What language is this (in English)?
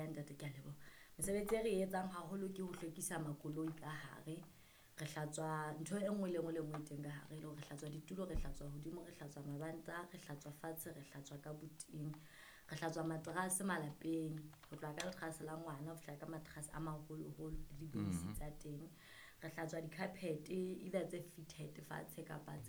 Southern Sotho